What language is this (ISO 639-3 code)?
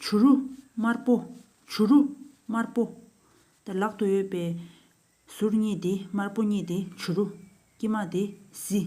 bod